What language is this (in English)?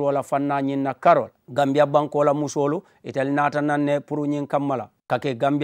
Mandingo